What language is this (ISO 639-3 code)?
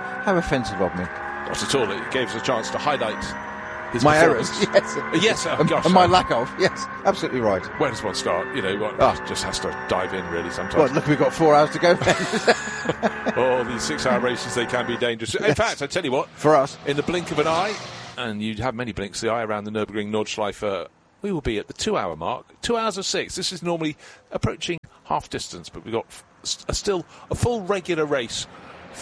eng